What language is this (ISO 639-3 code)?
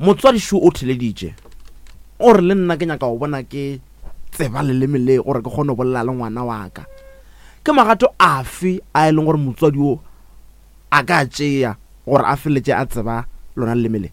nso